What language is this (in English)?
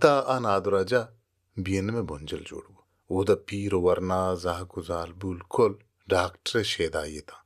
Baluchi